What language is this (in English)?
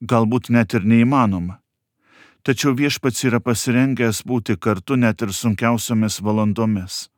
Lithuanian